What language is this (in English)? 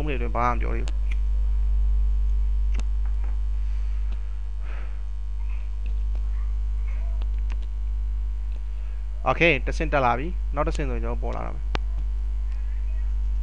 Burmese